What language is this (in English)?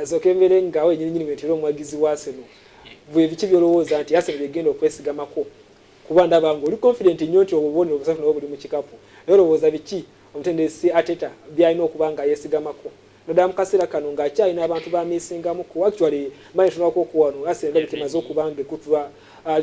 Ganda